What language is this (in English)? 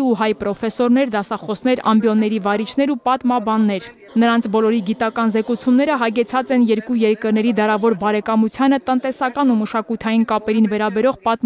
Armenian